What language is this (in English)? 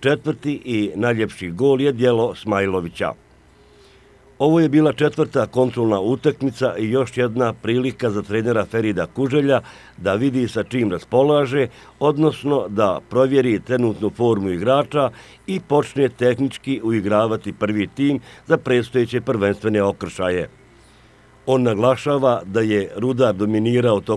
Bosnian